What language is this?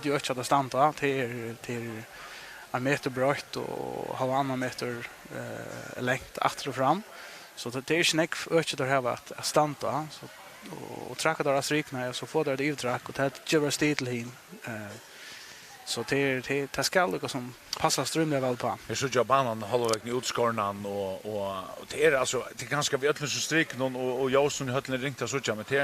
Faroese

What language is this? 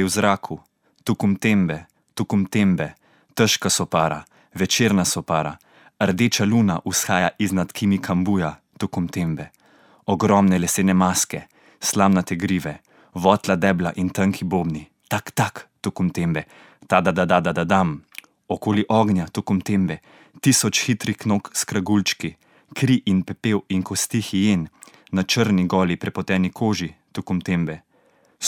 Slovenian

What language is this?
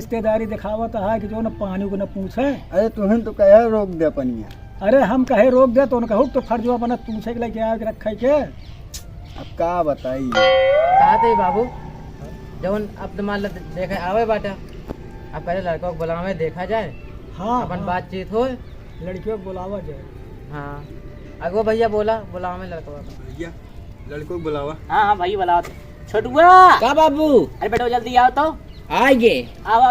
Awadhi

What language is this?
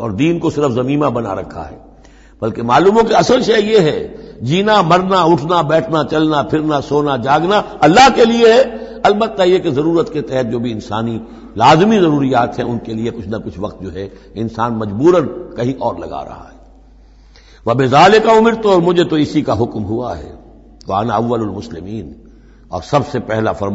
Urdu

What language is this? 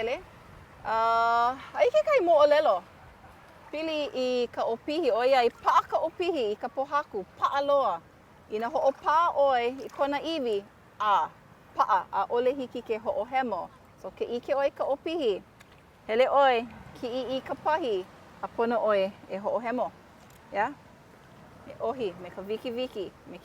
Hawaiian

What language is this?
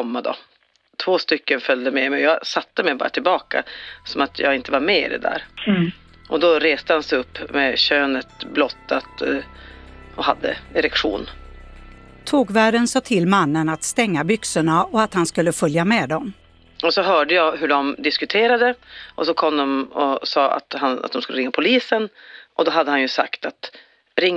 Swedish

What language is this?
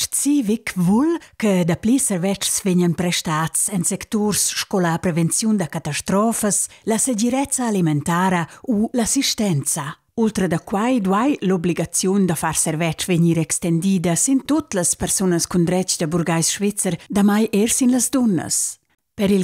Romansh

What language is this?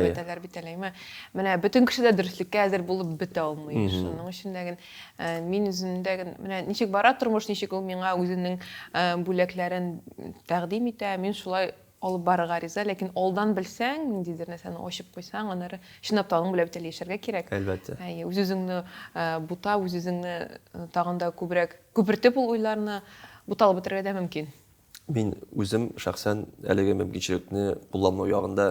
Tatar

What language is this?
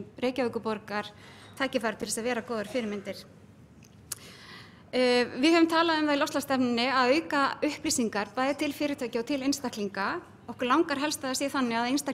Icelandic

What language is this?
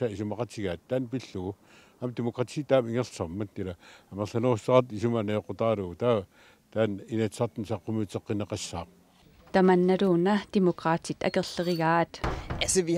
Kalaallisut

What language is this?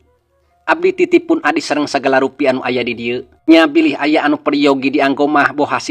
Sundanese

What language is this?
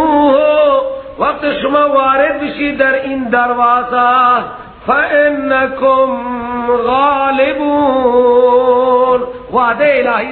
Persian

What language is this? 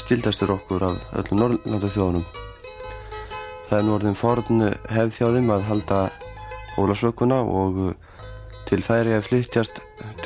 Icelandic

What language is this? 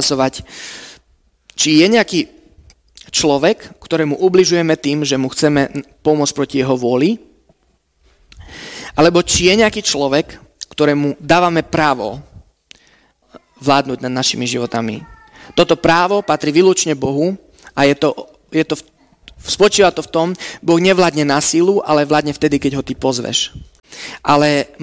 Slovak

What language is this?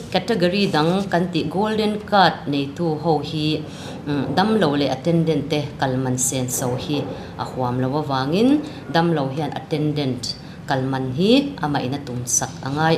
Mizo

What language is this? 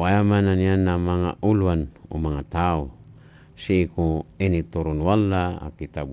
Maranao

